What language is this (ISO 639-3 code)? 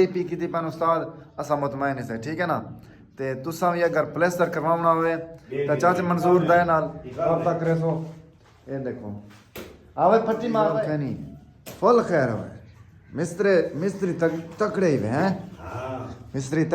skr